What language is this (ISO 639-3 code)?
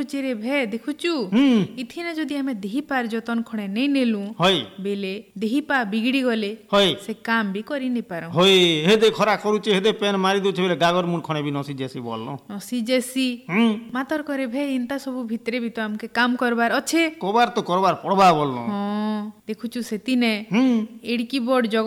ori